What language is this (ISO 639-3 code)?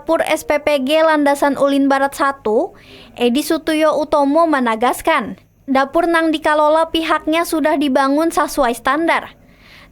bjn